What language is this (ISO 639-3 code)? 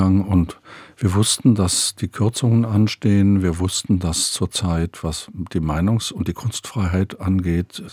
deu